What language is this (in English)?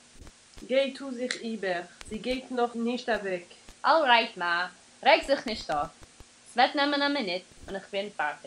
Yiddish